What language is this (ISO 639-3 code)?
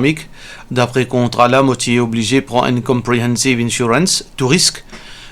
mfe